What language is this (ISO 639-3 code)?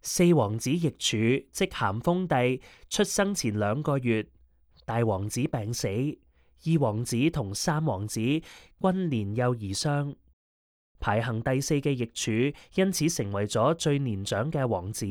yue